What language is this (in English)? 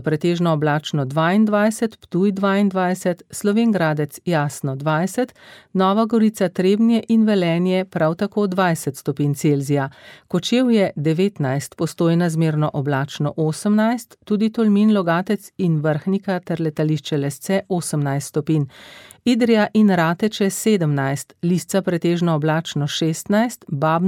Slovenian